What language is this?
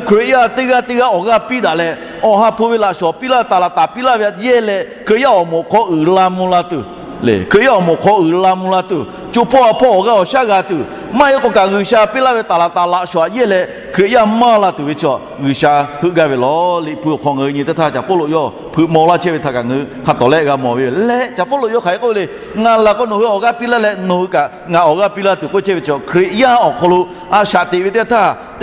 Lahu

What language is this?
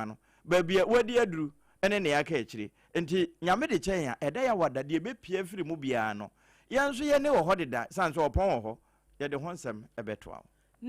Akan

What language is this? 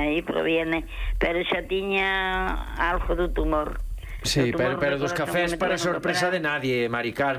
Galician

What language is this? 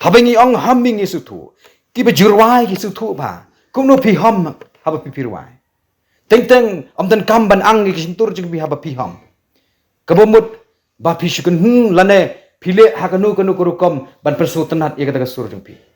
Khasi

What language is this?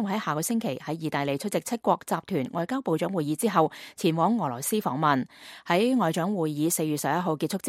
Cantonese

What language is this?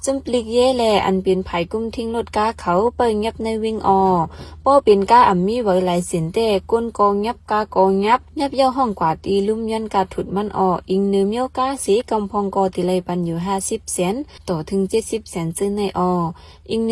Shan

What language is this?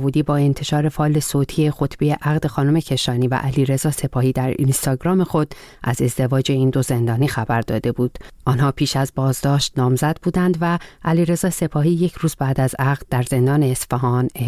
Persian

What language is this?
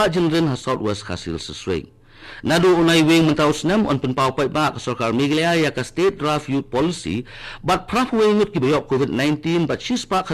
Khasi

